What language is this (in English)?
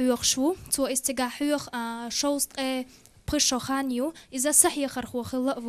Chechen